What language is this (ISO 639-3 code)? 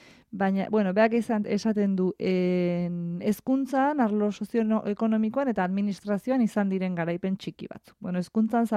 eus